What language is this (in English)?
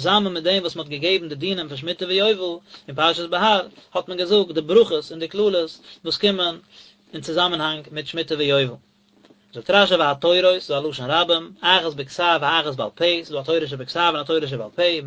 Yiddish